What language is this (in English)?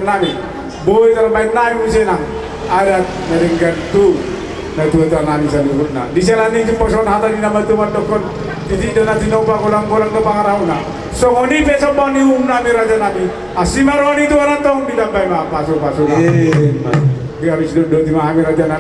Batak Toba